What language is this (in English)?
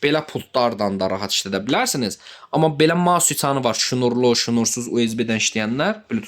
Azerbaijani